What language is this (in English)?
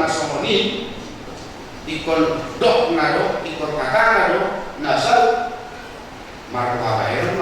Batak Toba